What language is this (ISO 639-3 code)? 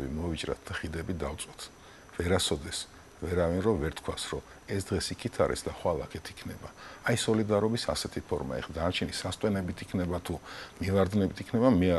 kat